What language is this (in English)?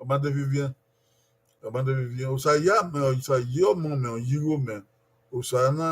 Bini